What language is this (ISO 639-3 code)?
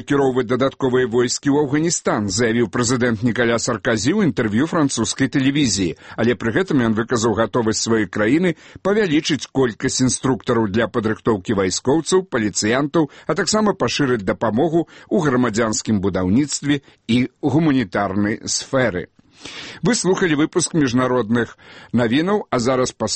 bel